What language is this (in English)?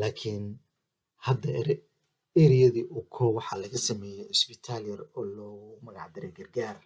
Somali